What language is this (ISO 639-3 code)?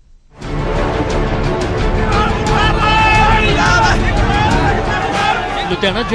pan